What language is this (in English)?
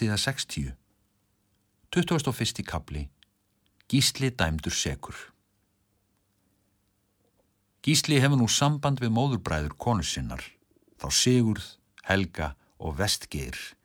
Icelandic